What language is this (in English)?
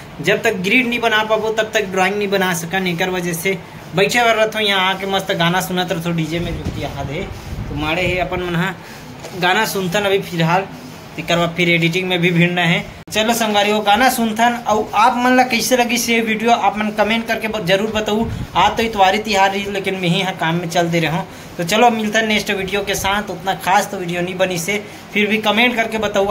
Chhattisgarhi